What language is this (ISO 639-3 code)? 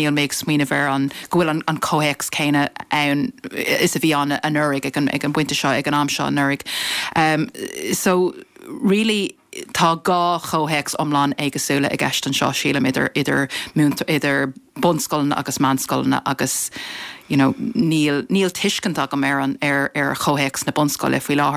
gle